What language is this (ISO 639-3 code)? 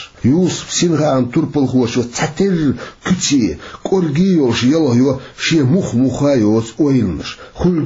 che